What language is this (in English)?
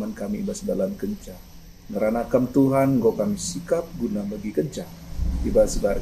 Batak Karo